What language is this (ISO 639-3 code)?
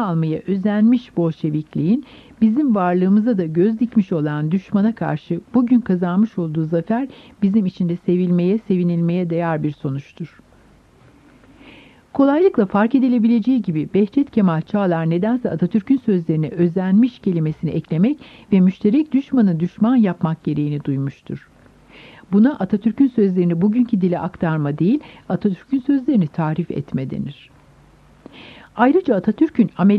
tur